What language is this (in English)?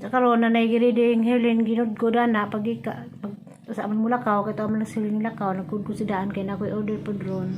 Cebuano